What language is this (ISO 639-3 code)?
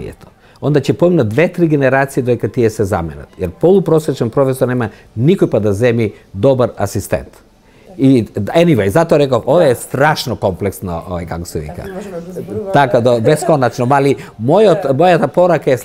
mkd